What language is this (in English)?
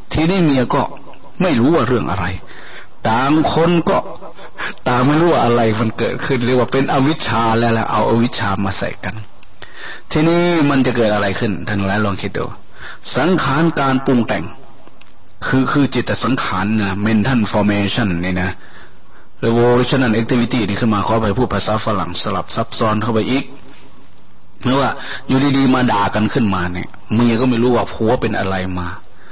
Thai